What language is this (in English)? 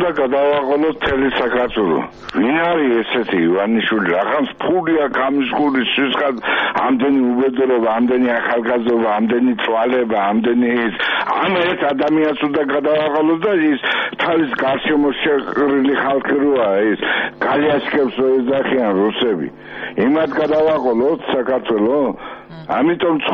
Georgian